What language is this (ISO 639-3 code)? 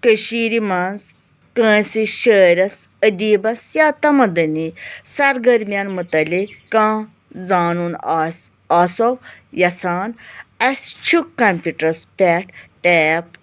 kas